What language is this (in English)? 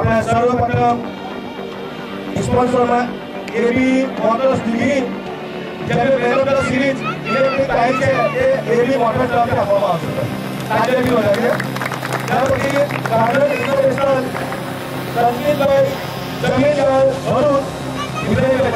Gujarati